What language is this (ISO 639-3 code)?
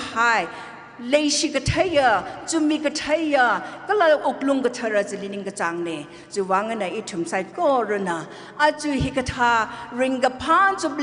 nmf